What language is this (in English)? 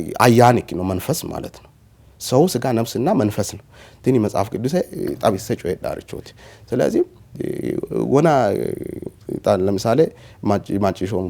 Sidamo